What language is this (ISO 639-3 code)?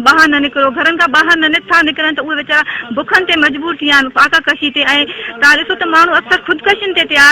snd